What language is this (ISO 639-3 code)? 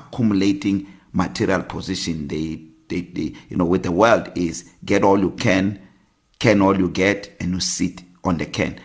eng